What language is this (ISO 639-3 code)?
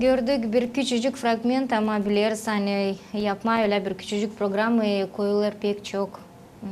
gag